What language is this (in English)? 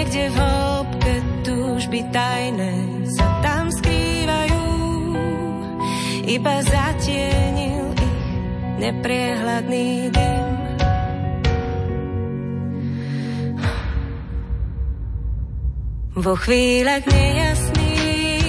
Slovak